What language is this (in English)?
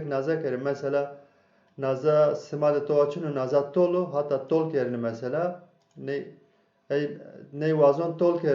Zaza